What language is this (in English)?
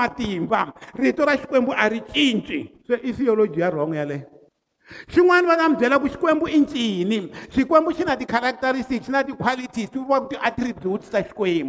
Tsonga